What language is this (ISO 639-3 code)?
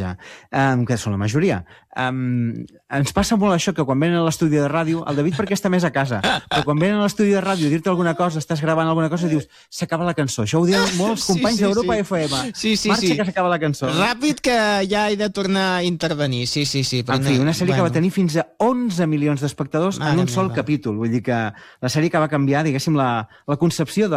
cat